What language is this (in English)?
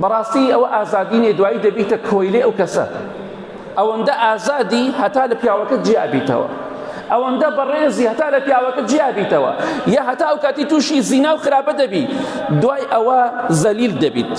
Central Kurdish